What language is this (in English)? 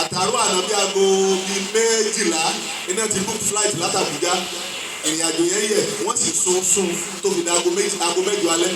Yoruba